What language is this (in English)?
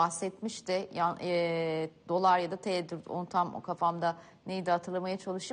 Turkish